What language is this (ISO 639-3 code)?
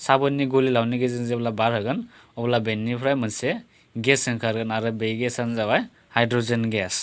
brx